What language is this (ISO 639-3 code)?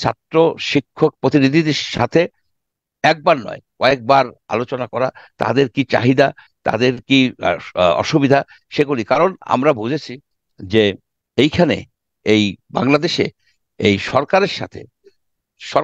ben